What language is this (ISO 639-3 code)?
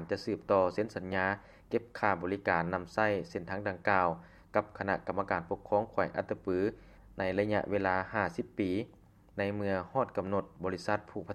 lao